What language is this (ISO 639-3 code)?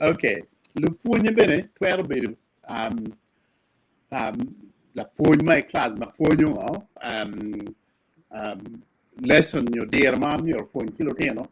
ach